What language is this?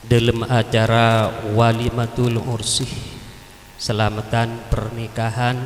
Madurese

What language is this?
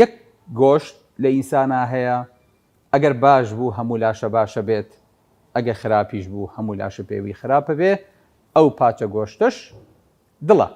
Central Kurdish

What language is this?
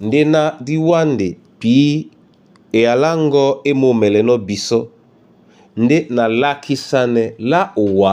Duala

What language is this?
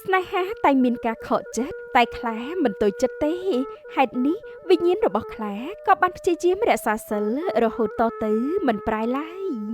Khmer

